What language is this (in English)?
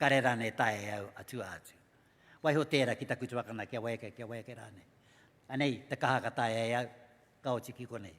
Māori